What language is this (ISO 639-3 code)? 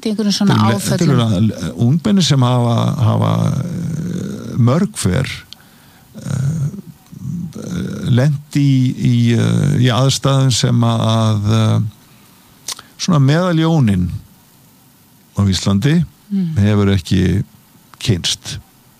isl